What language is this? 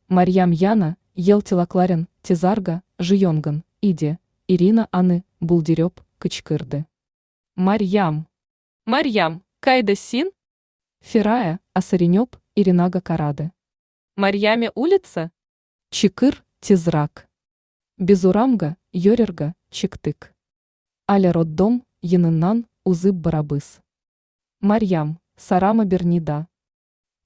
Tatar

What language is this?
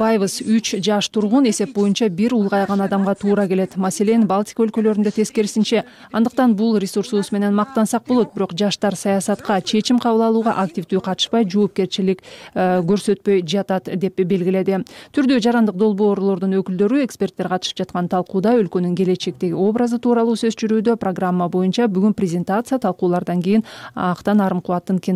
Kyrgyz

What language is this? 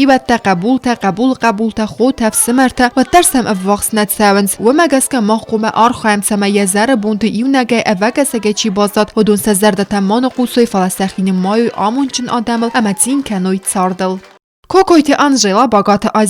Ossetic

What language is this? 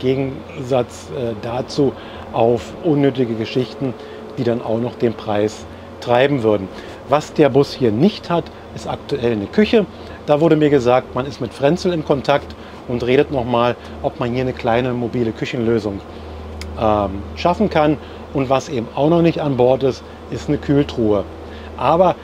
German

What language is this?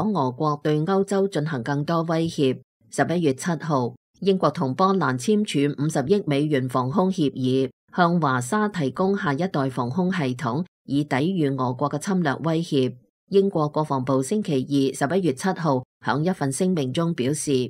Cantonese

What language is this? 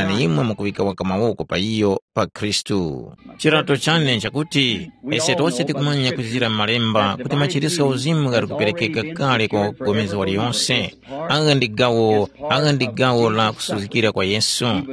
Tumbuka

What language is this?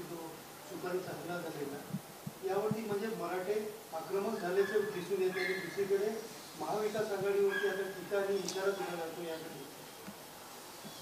Marathi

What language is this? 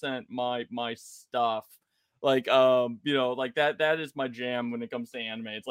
English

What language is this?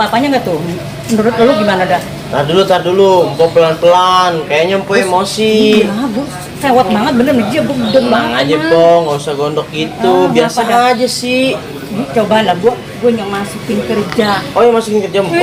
Betawi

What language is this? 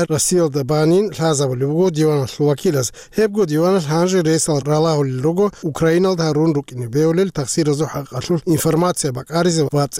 Avaric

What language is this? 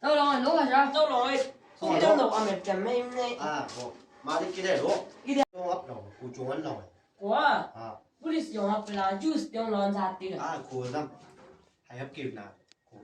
Chang Naga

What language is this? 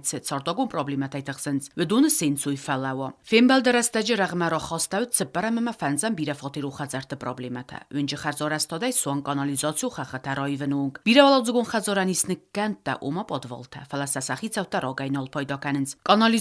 Ossetic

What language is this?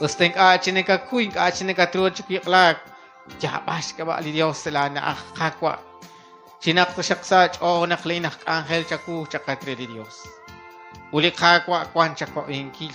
Kekchí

